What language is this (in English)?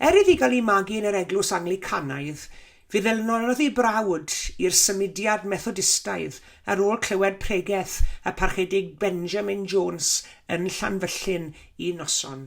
Welsh